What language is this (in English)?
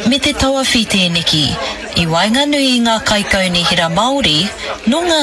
Māori